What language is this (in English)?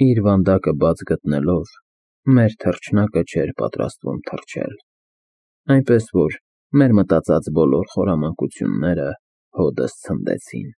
Armenian